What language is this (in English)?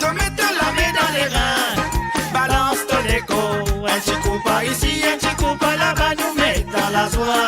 Morisyen